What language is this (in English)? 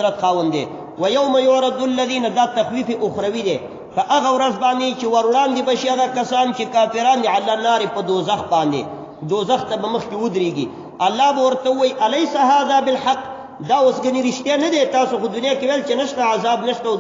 Pashto